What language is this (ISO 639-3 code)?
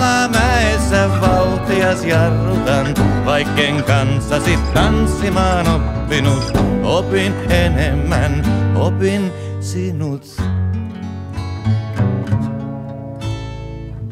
fin